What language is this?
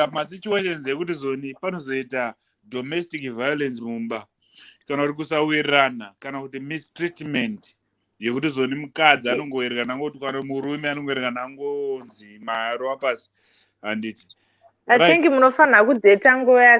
Shona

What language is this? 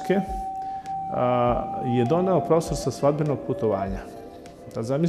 Serbian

